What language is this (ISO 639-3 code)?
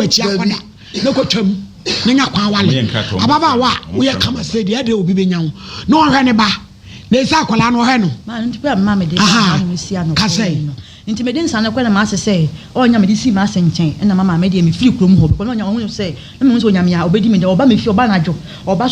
aka